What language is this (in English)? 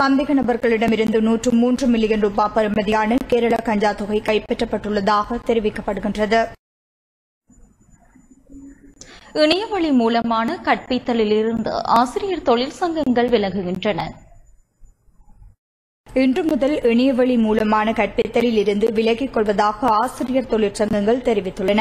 Tamil